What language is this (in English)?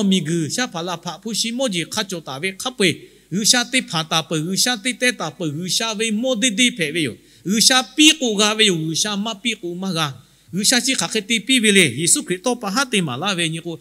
Lahu